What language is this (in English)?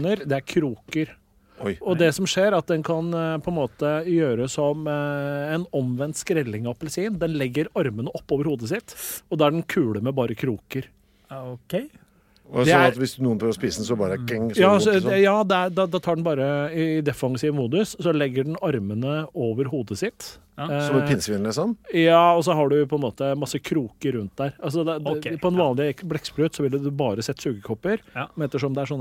Norwegian